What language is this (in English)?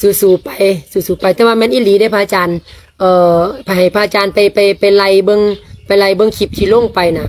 Lao